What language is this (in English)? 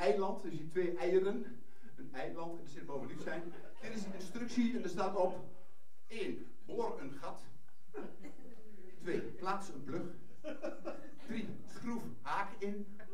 Dutch